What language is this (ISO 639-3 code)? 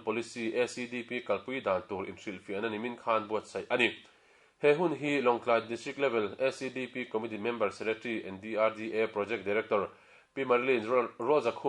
lus